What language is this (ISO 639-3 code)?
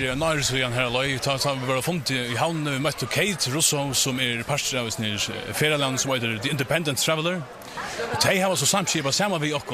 fao